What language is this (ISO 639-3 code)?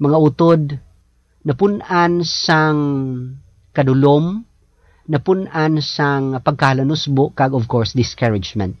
hil